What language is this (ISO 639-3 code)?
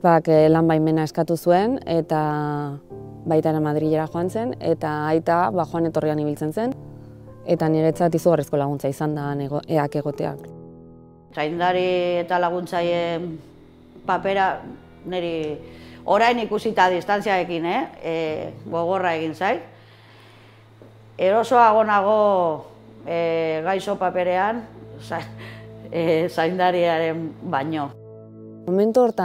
eus